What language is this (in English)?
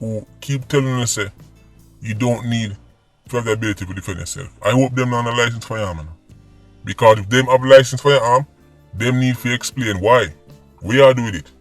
Jamaican Creole English